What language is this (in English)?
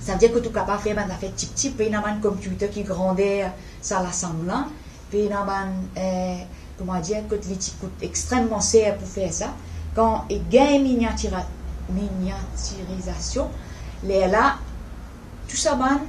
Morisyen